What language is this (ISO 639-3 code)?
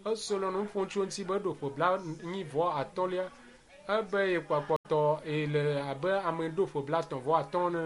ewe